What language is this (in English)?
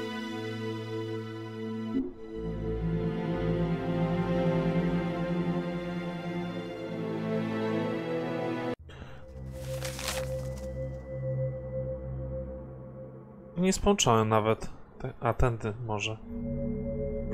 Polish